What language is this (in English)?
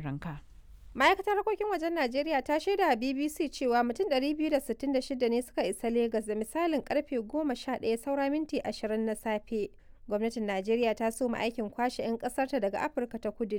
Hausa